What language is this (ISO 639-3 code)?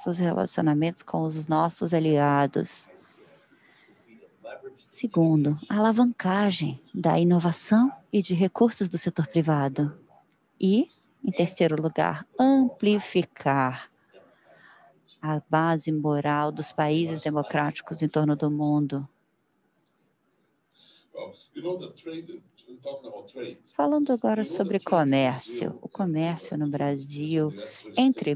por